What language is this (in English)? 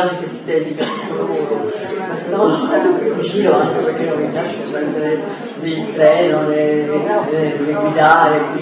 Italian